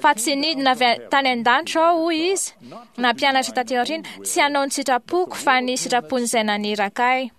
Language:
Malagasy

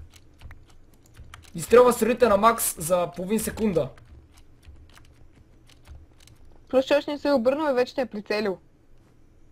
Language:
Bulgarian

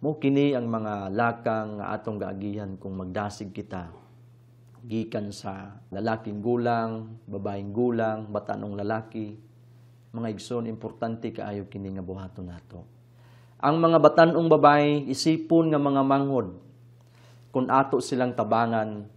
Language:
Cebuano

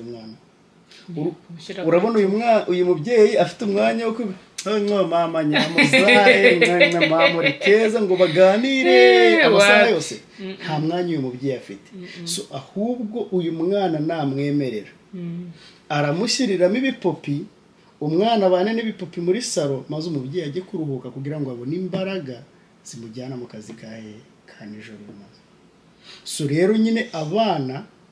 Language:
Kinyarwanda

